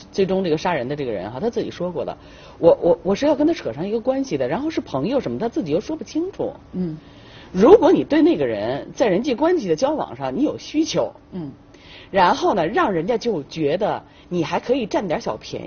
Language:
Chinese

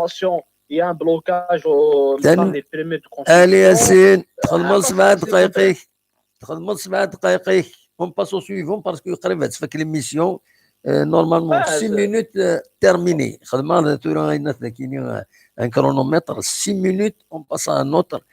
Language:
Kabyle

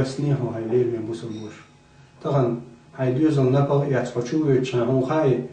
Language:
Chechen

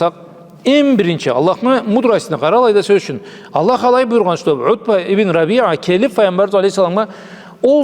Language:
Karachay-Balkar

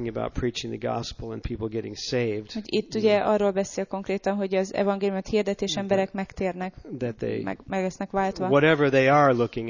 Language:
Hungarian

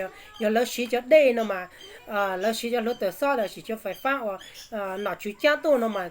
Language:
Hmong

